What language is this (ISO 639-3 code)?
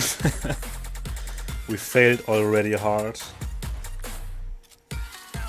eng